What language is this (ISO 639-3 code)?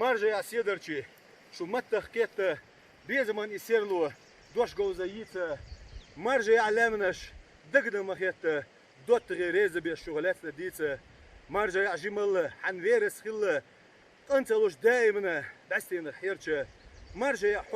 che